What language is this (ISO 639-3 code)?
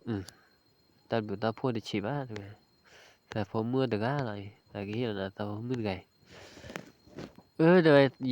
ksw